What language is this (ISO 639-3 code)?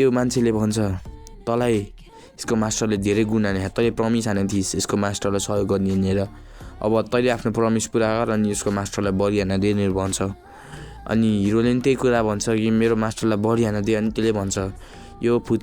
nep